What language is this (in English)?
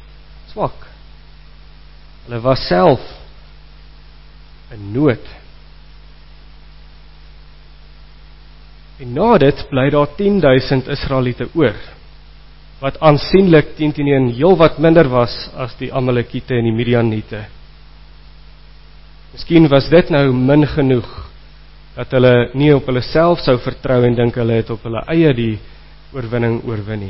Afrikaans